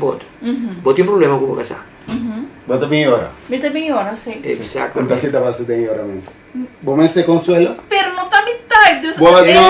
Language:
Papiamento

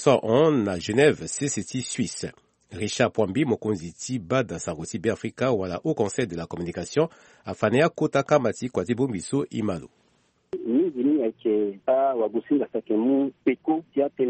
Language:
Sango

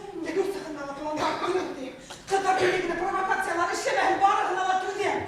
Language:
Bashkir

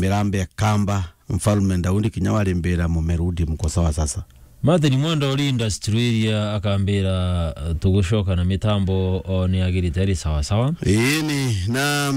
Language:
Meru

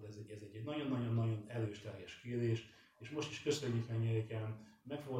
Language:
Hungarian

